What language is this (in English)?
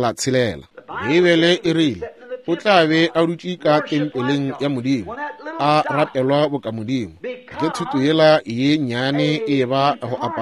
Northern Sotho